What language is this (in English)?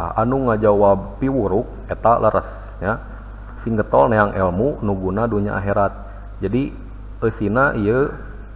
Sundanese